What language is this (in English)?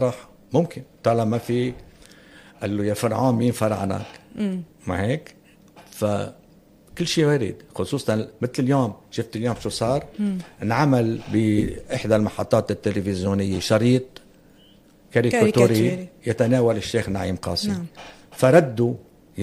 North Levantine Arabic